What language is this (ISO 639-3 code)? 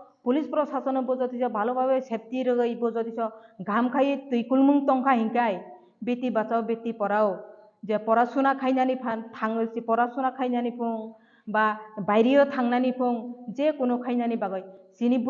ria